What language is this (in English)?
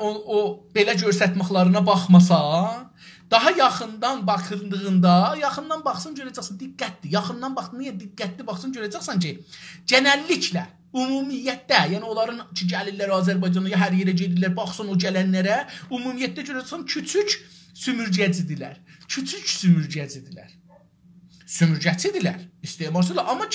South Azerbaijani